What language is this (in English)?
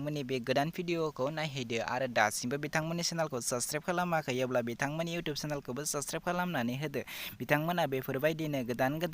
Bodo